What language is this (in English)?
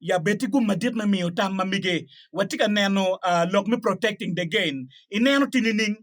Acoli